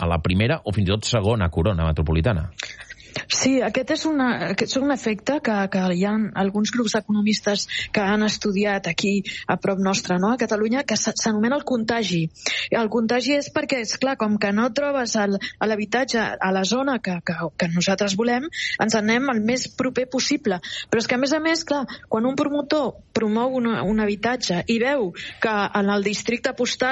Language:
Catalan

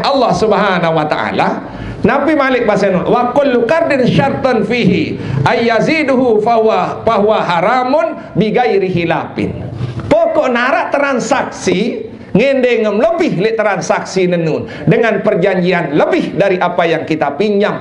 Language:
Sasak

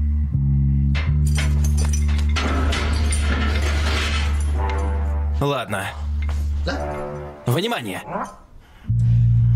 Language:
Russian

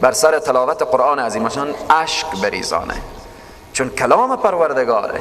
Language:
Persian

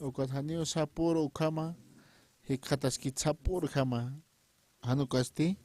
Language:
Aymara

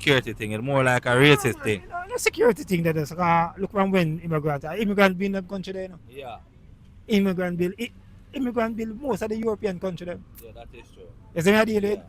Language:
Jamaican Creole English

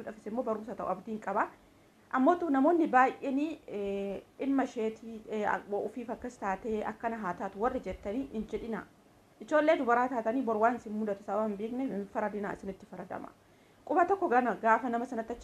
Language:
Oromo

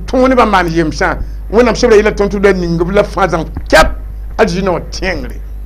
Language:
Mossi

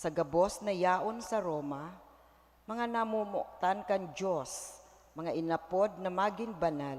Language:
Bikol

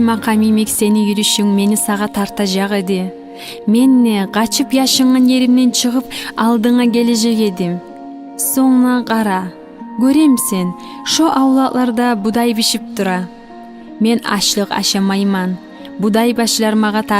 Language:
Kumyk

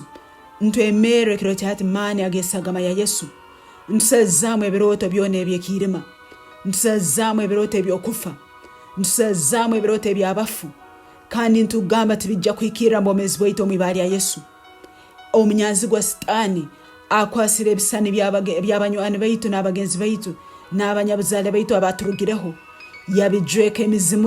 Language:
Tooro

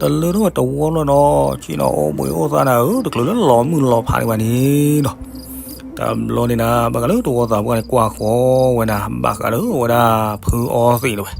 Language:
S'gaw Karen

